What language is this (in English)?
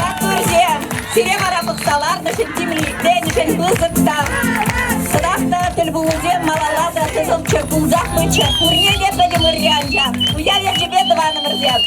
Chuvash